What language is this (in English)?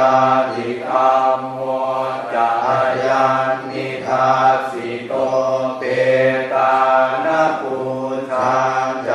Pali